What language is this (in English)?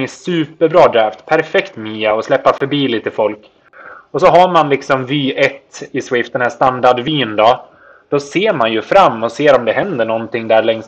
Swedish